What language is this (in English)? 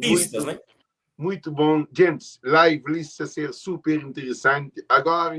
Kabuverdianu